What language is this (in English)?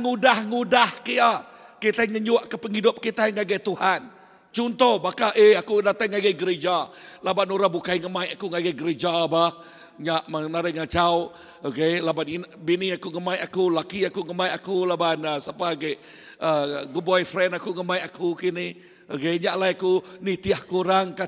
Iban